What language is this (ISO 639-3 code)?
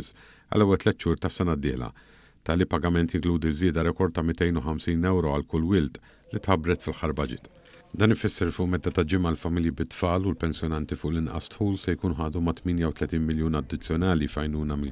mlt